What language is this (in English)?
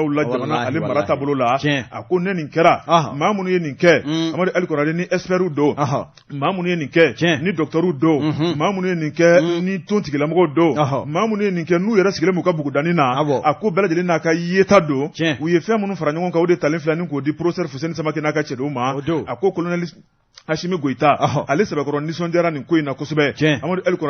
Bambara